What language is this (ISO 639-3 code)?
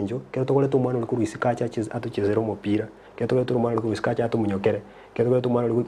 guz